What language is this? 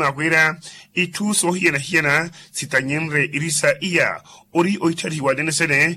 Makhuwa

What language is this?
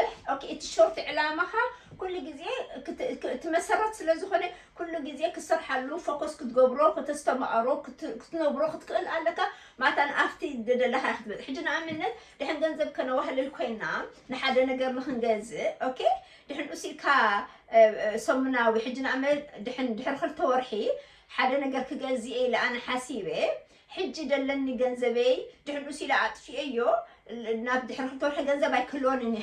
Tigrinya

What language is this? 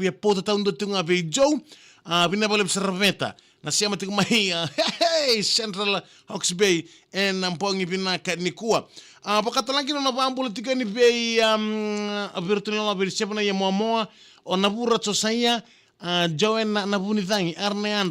Fijian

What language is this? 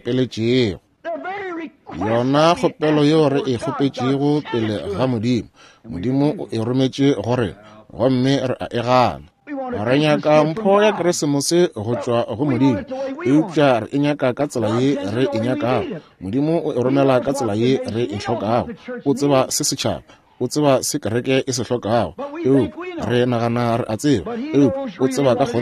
Northern Sotho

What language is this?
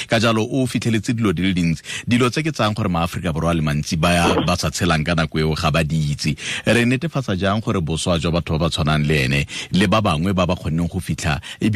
Tswana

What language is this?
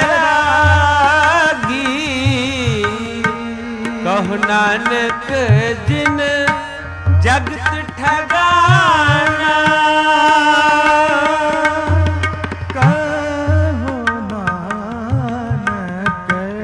Hindi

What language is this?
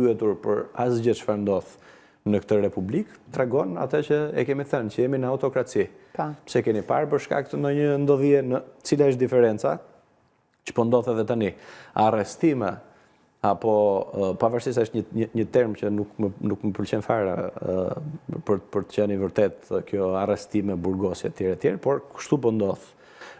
Albanian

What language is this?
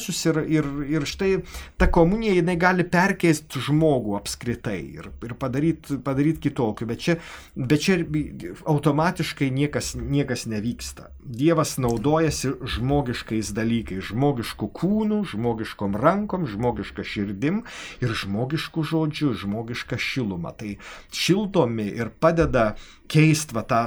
Lithuanian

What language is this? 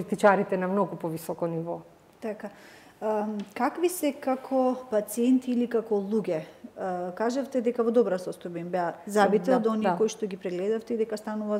Macedonian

